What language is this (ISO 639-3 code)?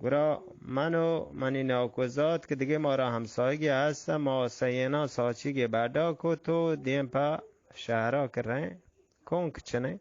bgp